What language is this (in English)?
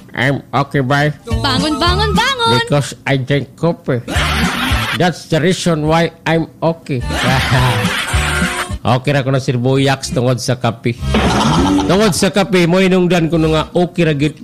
Cebuano